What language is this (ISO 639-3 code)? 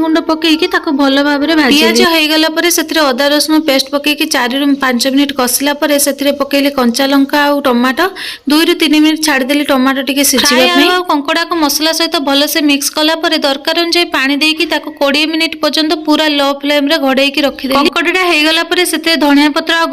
ori